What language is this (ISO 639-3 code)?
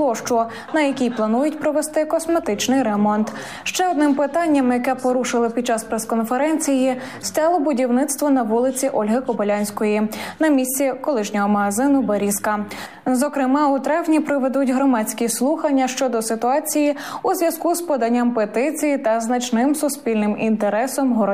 ukr